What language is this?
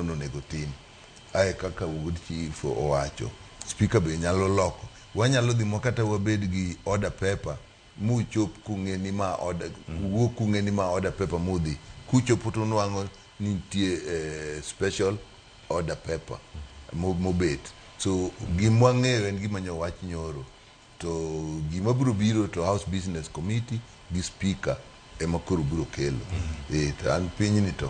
Luo (Kenya and Tanzania)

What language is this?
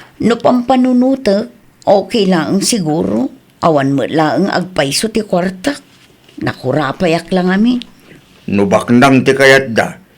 Iloko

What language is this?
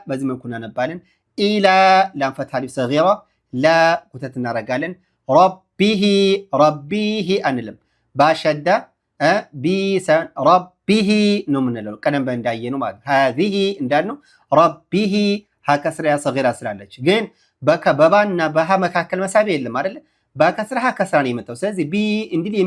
Amharic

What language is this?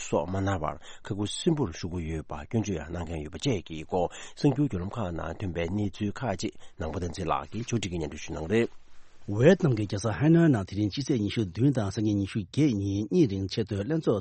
Tibetan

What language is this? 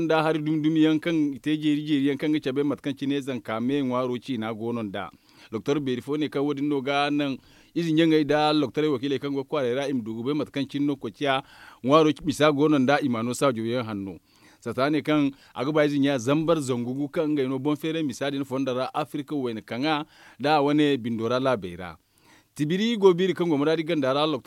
Zarma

